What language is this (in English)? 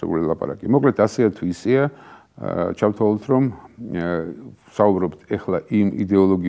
Georgian